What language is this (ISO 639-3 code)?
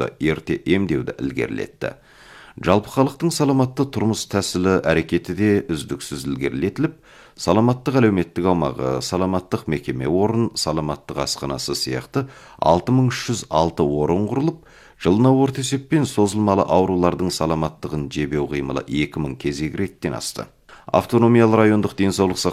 kaz